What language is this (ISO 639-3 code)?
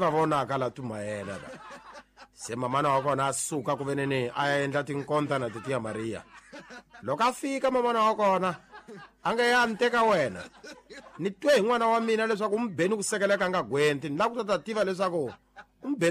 tso